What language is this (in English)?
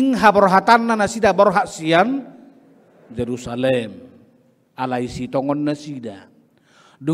Batak Toba